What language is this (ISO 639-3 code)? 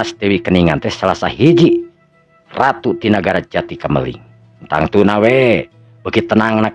sun